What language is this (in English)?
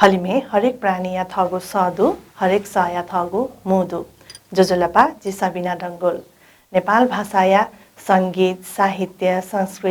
Newari